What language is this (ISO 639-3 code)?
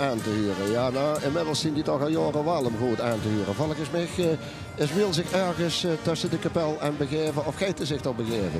lim